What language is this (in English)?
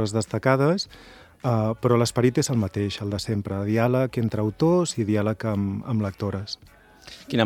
Catalan